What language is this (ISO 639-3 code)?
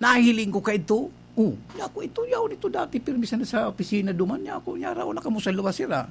bik